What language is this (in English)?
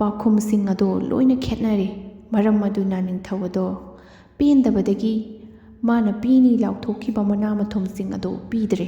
Manipuri